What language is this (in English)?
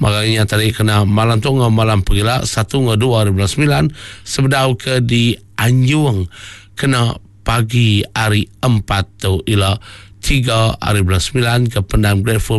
Iban